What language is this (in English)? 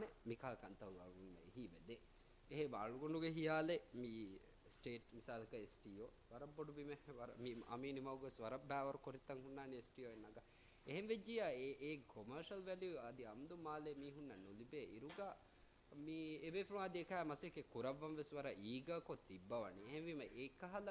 Divehi